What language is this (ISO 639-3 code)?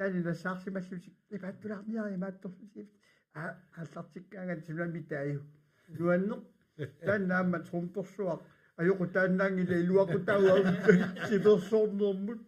kal